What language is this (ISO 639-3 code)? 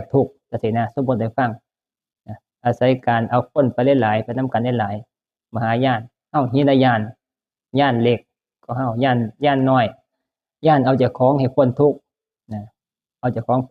tts